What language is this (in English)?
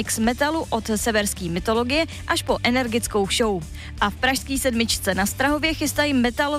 Czech